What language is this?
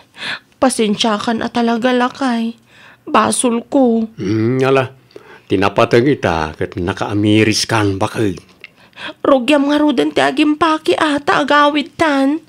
Iloko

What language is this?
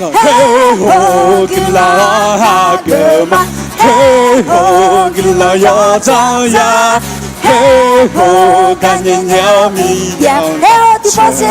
Akha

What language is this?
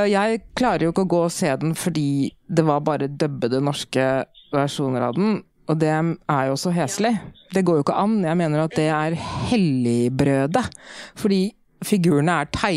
Norwegian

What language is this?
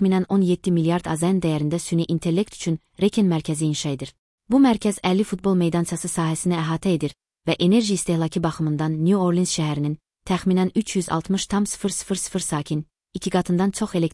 Azerbaijani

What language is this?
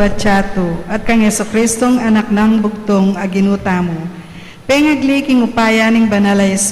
Pampanga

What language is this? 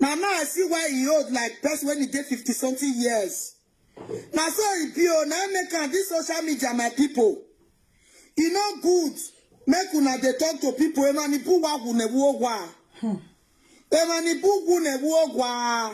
Nigerian Pidgin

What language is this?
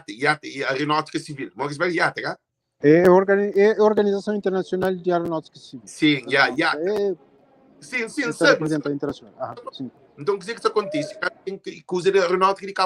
Kabuverdianu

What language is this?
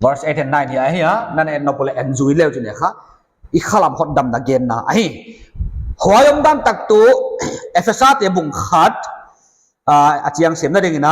Paite Chin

